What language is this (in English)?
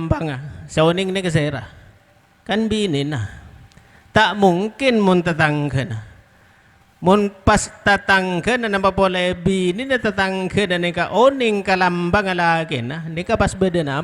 Madurese